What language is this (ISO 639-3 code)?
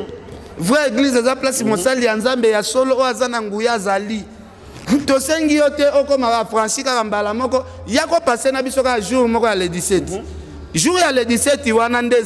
lin